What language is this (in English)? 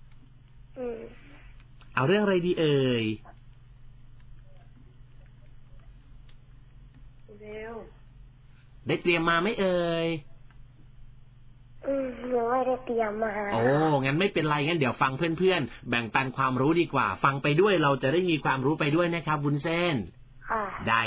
Thai